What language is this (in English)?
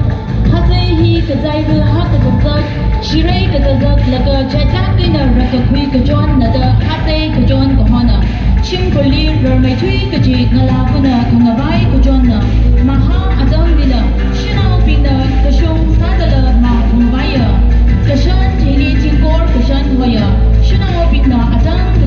Tangkhul Naga (India)